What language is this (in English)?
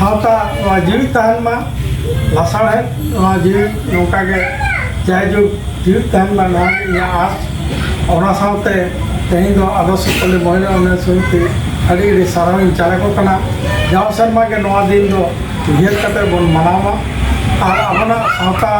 Santali